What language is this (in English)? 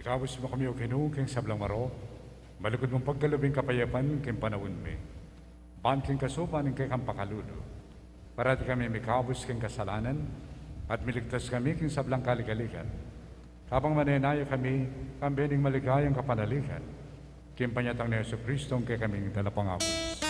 Pampanga